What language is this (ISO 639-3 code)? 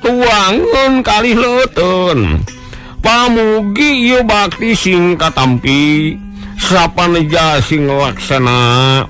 sun